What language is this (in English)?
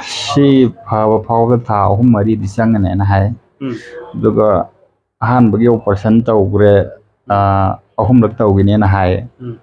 Manipuri